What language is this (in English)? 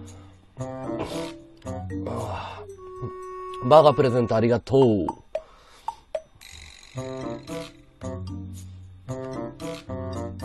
Japanese